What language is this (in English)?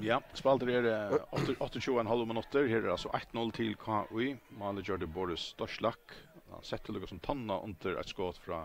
Faroese